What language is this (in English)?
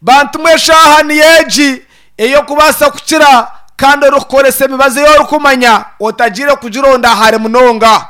Nyankole